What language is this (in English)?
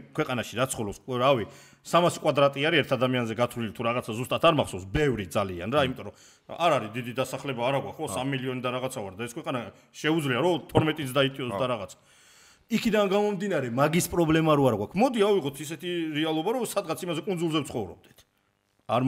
Georgian